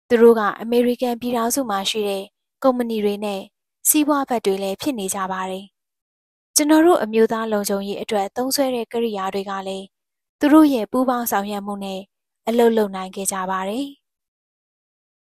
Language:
Burmese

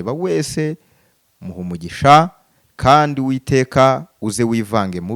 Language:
Kinyarwanda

